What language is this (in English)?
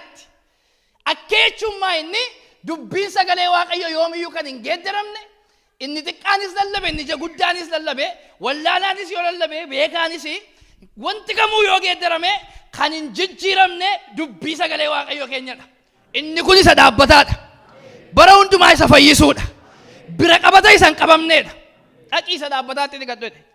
Oromo